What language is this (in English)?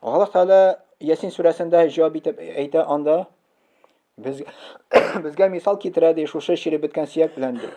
Tatar